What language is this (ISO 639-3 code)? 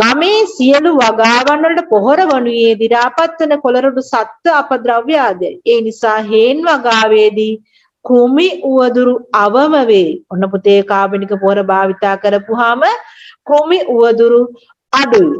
sin